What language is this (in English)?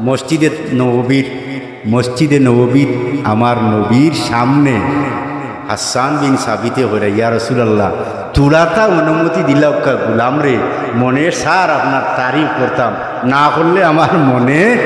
Sylheti